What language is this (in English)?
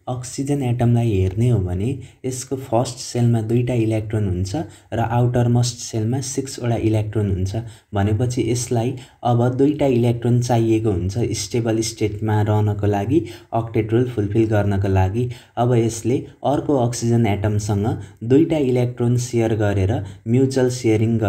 Nepali